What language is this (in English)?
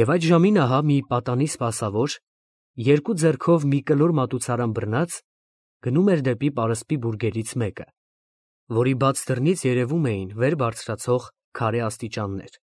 Armenian